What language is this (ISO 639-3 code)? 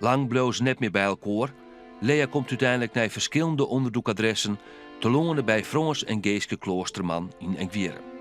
fry